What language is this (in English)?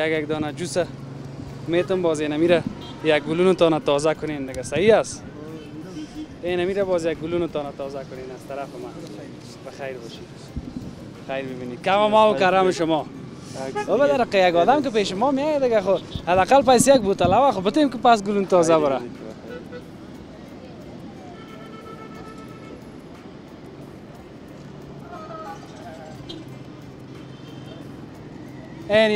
Persian